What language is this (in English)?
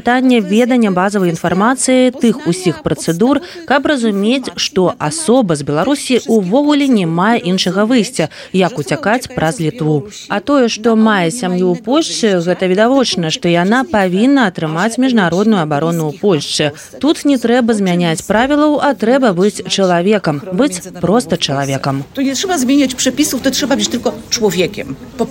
Belarusian